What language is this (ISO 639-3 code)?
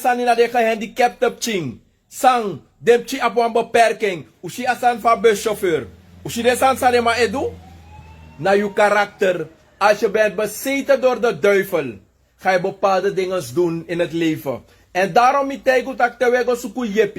srn